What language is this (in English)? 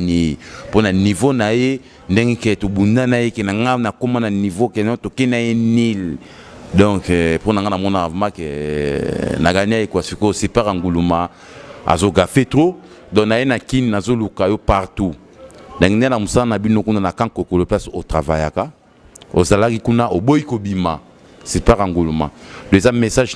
Lingala